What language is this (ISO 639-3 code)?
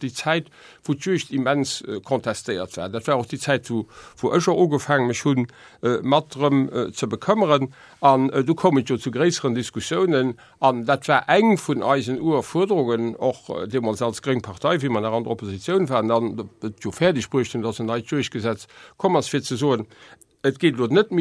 ltz